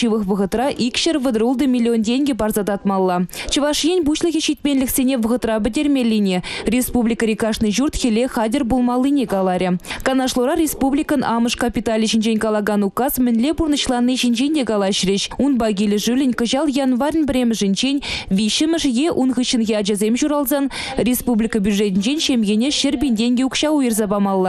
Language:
Chuvash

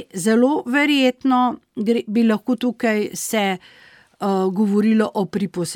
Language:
Slovenian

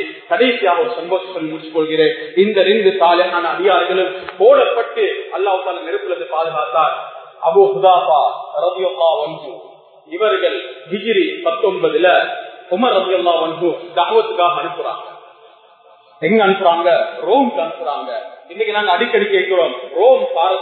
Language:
Tamil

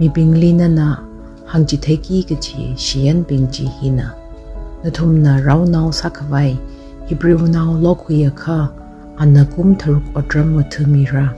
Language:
Tangkhul Naga (India)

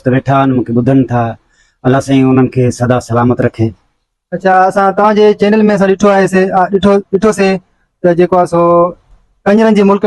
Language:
Sindhi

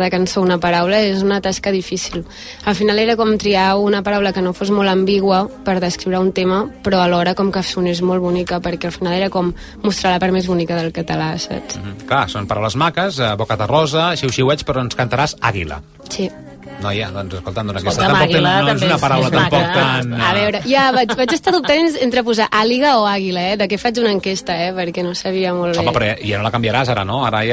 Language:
Catalan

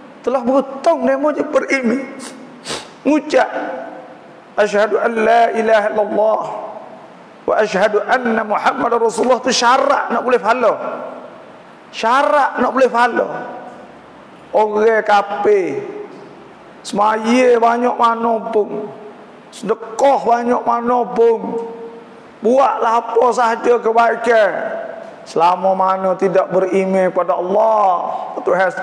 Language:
Pattani Malay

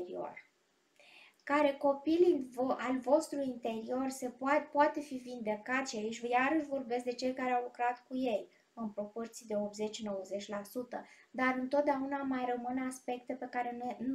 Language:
Romanian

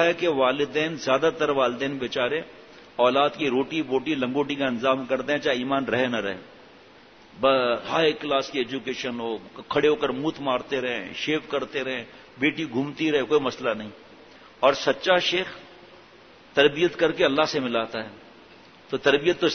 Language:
Urdu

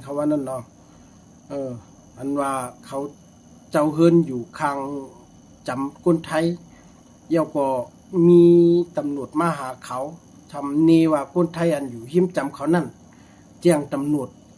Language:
Shan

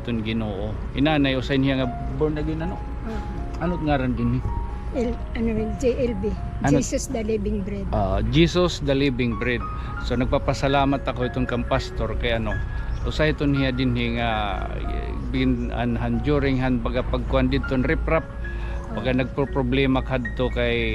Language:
Waray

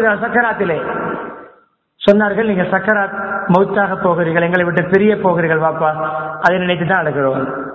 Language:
Tamil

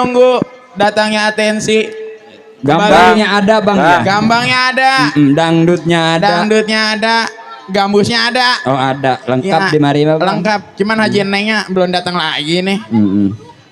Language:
Betawi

